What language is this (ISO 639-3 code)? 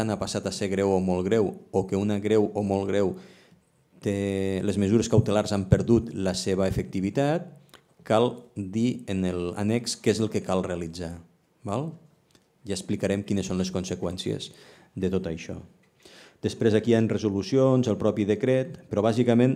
cat